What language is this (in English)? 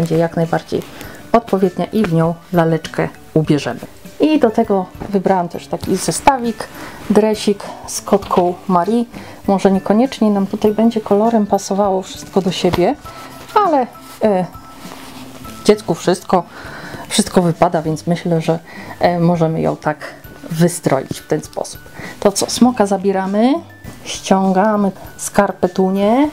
Polish